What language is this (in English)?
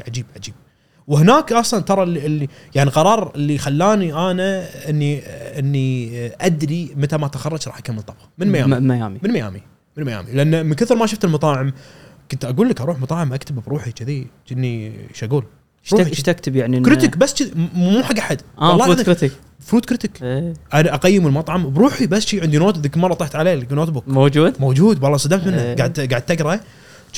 Gulf Arabic